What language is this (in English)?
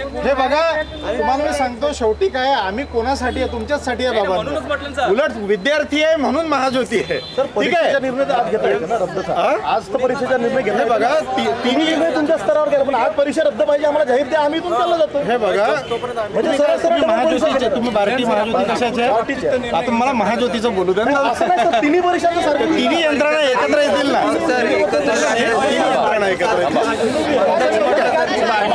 Marathi